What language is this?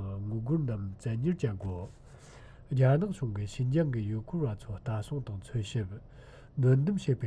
Tibetan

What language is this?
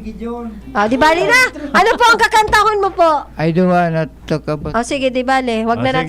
Bikol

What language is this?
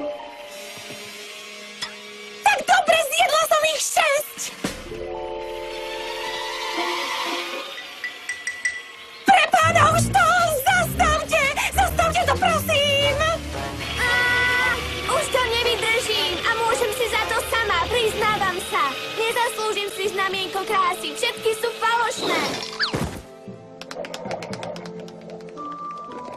Slovak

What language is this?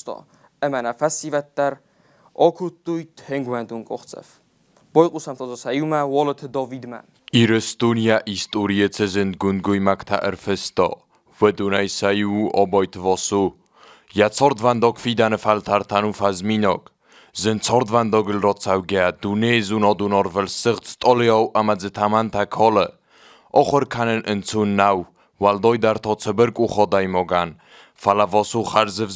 Ossetic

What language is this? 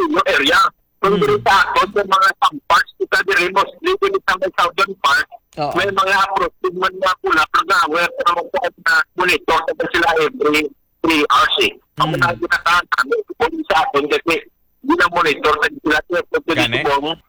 Filipino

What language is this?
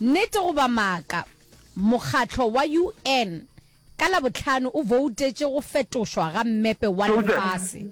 Northern Sotho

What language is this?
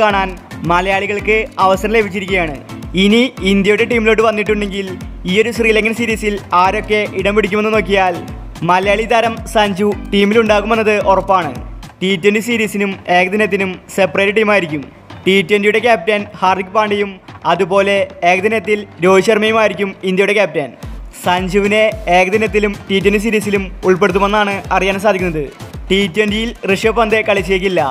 Malayalam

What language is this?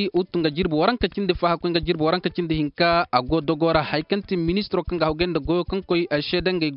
Zarma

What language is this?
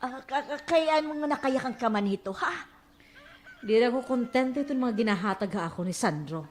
Waray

